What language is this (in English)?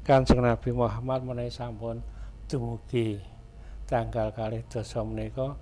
Javanese